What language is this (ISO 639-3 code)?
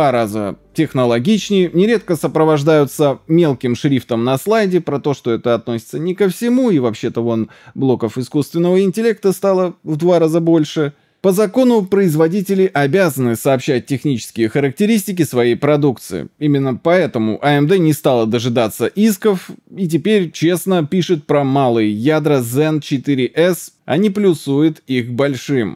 rus